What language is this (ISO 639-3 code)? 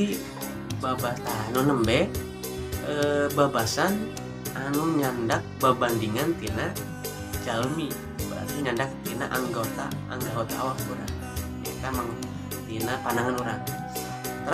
sun